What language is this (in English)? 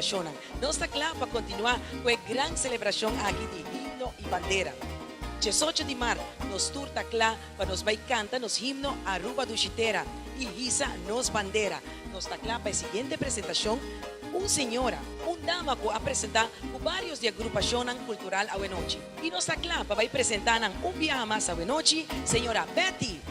Papiamento